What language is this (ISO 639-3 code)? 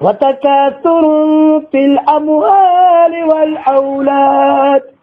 mrw